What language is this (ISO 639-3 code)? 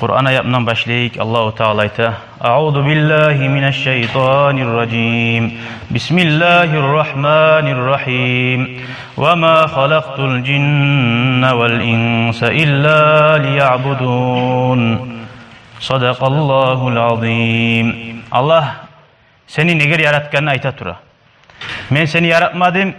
kum